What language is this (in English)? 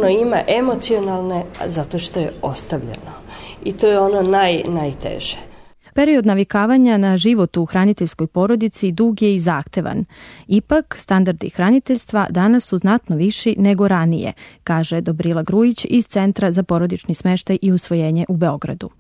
Serbian